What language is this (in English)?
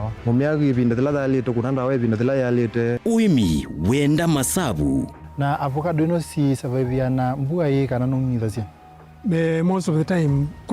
Kamba